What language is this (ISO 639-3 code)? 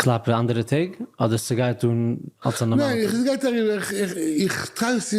yid